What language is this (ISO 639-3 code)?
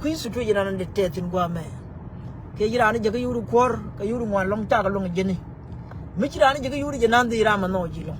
nus